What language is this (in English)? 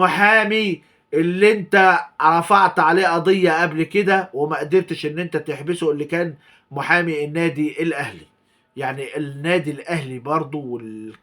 Egyptian Arabic